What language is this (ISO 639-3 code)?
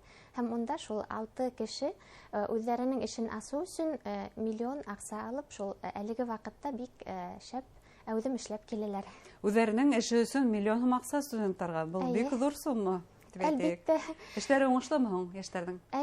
bak